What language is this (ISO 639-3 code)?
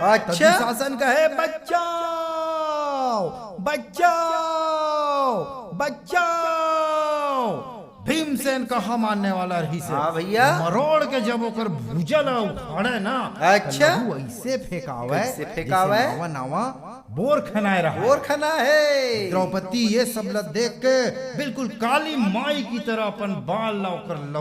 hne